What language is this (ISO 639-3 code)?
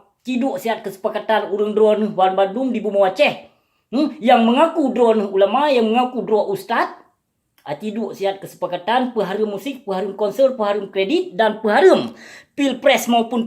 ace